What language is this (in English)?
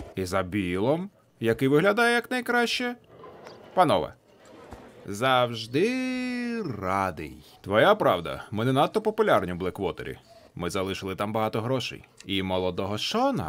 Ukrainian